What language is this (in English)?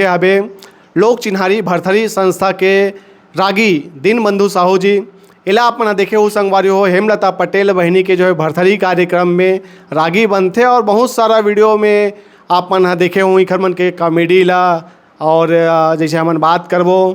Chhattisgarhi